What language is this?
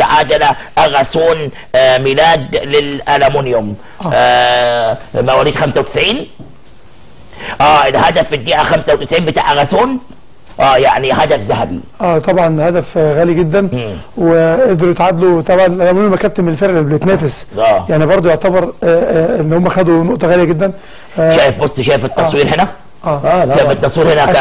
Egyptian Arabic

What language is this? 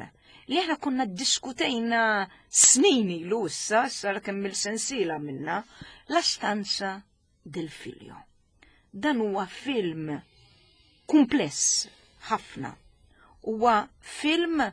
Maltese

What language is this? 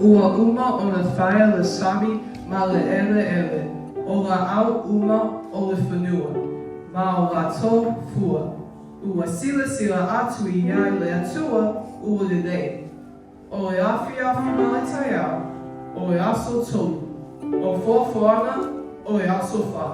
Samoan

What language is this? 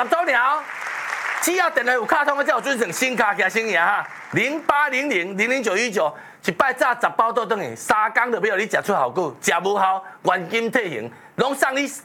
Min Nan Chinese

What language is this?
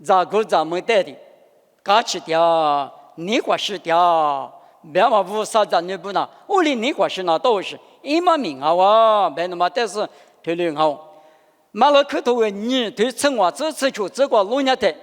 Lisu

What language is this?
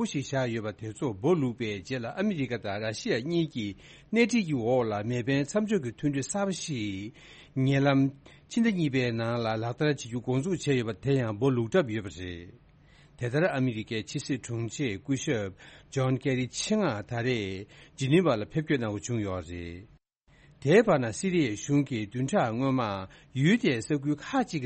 Tibetan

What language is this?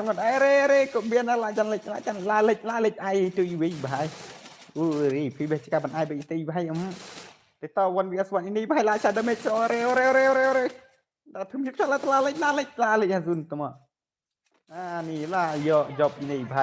Khasi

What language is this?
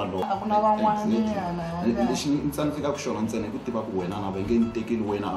Tsonga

